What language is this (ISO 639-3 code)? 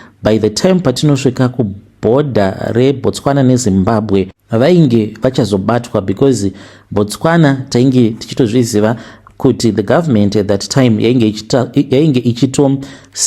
sna